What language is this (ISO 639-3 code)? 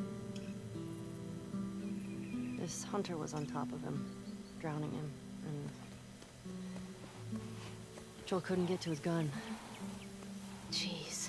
eng